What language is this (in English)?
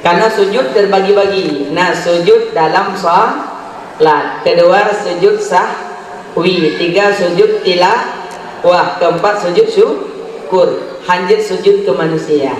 Achinese